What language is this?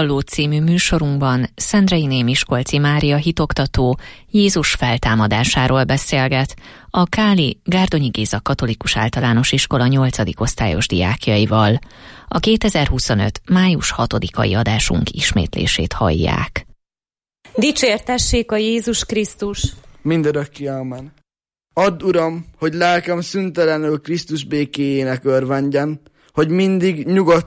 Hungarian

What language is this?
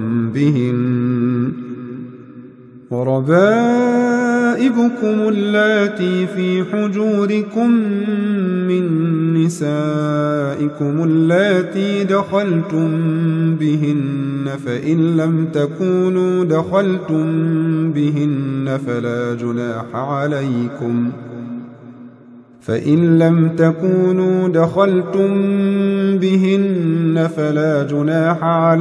Arabic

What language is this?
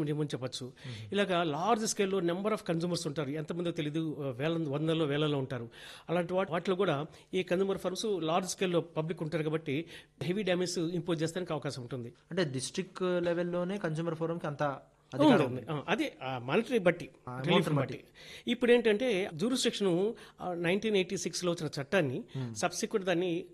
Telugu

